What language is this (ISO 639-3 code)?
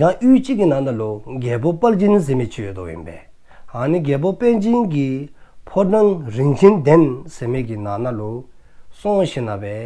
dzo